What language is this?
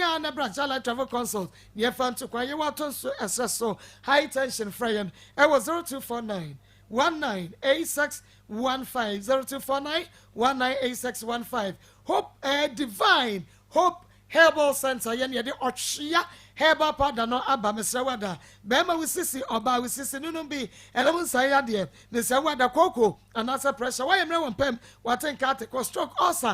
Akan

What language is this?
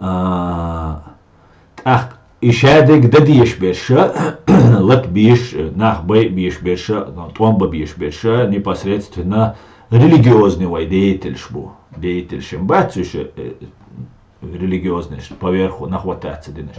Chechen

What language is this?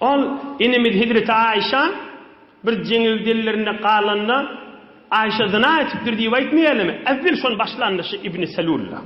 Turkmen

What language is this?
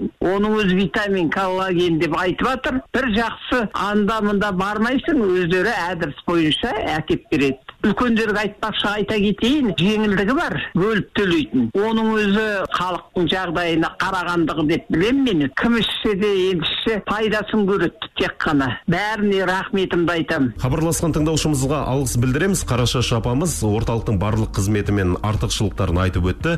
Kazakh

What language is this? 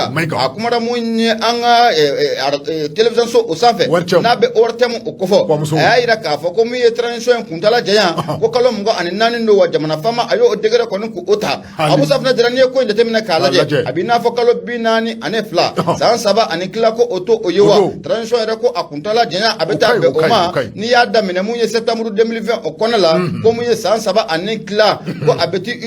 Bambara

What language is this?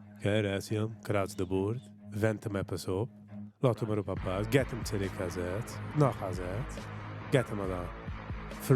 Yiddish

